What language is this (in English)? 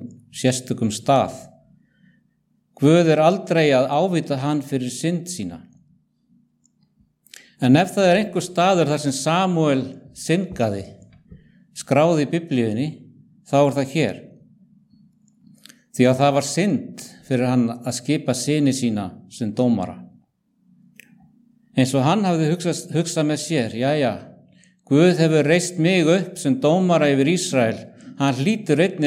Icelandic